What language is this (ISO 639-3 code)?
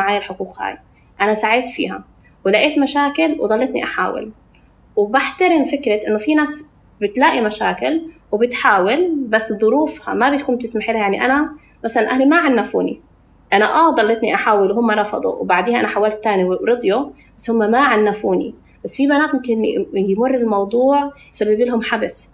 apc